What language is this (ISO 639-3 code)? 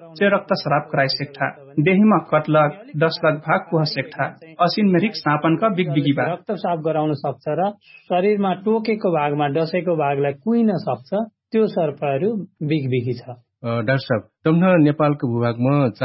thl